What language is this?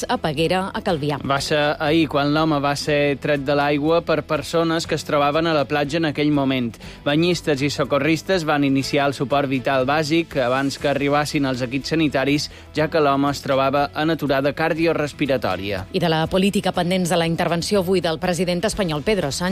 Catalan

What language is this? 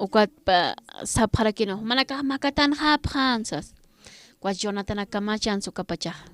Aymara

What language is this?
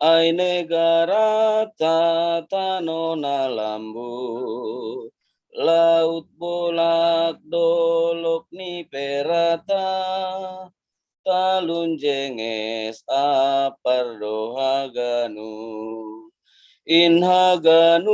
Batak Simalungun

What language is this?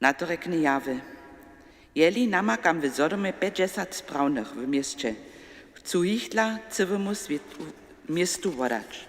Upper Sorbian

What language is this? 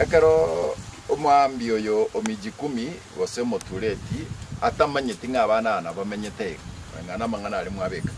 Gusii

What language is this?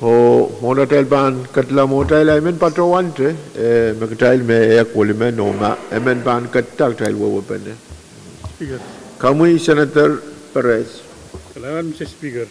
Pohnpeian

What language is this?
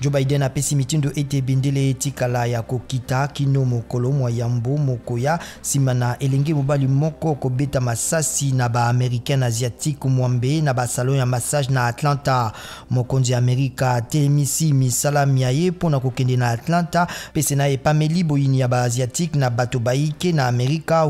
Lingala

